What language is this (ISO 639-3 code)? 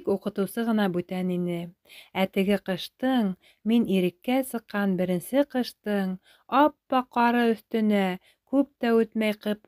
bak